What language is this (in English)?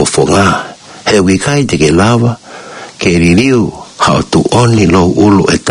Tongan